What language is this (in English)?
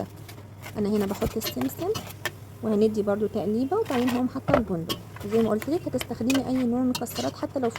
Egyptian Arabic